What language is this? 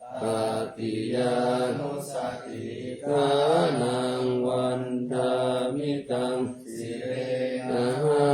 Pali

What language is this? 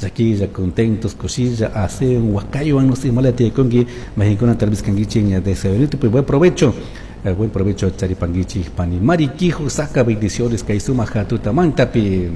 Chimborazo Highland Quichua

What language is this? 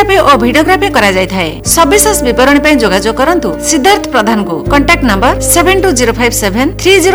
Odia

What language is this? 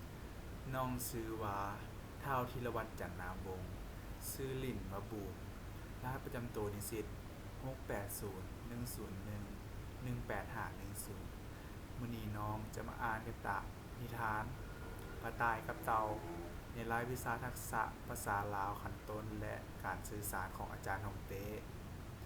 Lao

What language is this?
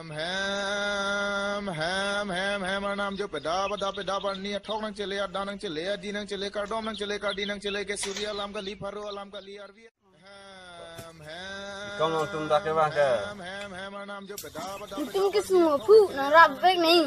Karbi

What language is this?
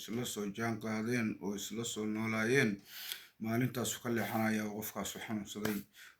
Somali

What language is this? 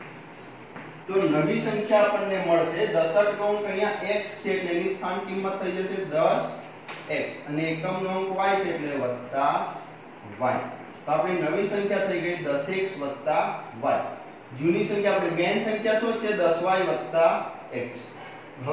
Gujarati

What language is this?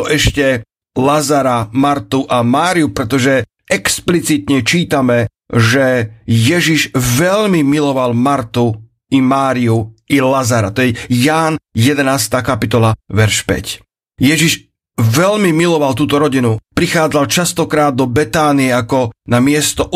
Slovak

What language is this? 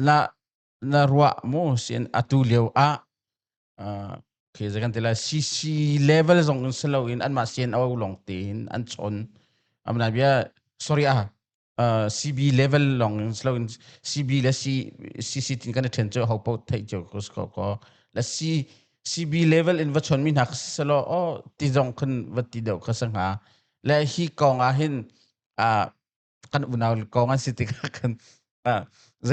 Hakha Chin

